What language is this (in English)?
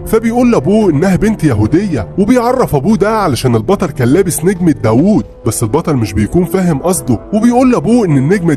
Egyptian Arabic